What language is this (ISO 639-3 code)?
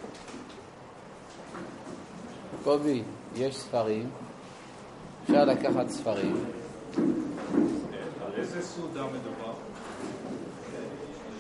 heb